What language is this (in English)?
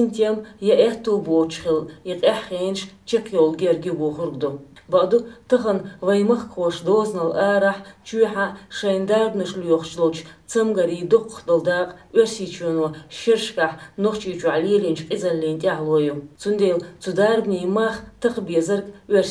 Chechen